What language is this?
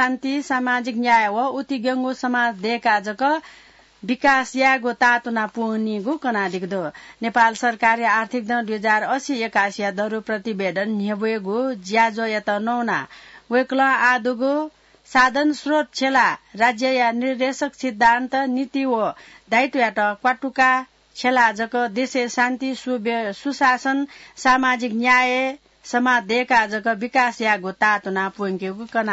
Newari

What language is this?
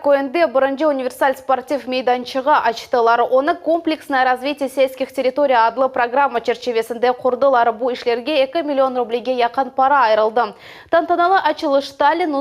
Crimean Tatar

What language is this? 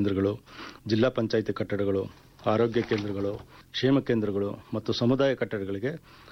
Kannada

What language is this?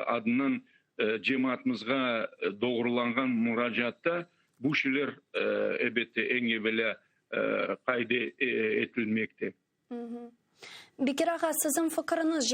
Crimean Tatar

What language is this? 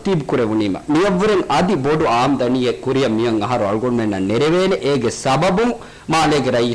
Divehi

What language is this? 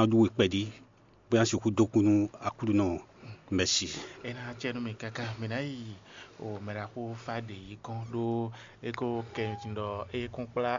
Fon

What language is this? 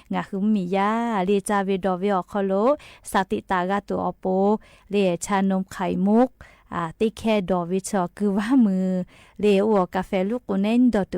Lahu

